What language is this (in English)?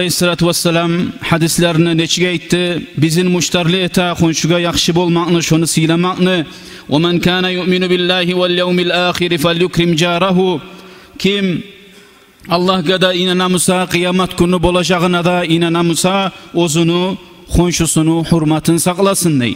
Kumyk